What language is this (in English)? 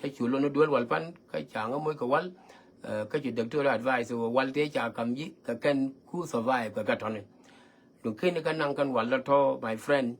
Nuer